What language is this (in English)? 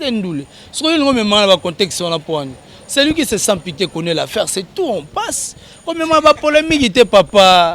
Lingala